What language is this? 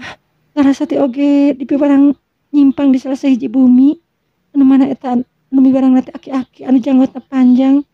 Sundanese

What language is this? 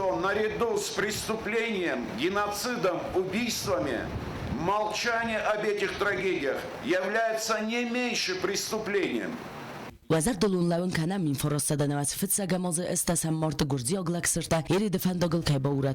Ossetic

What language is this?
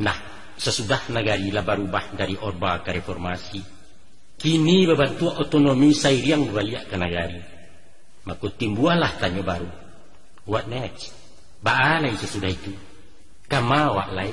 Minangkabau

